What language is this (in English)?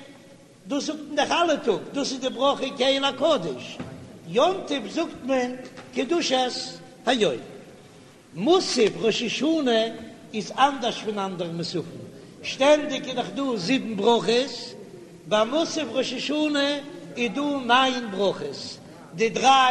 Yiddish